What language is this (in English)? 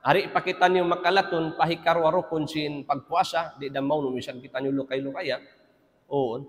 Tausug